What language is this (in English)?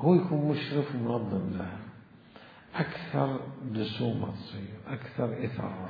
Mesopotamian Arabic